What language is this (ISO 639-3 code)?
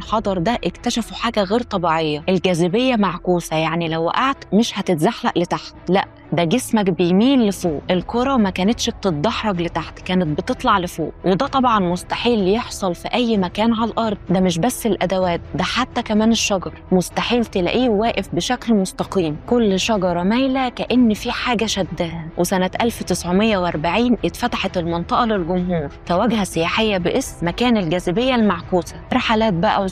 arz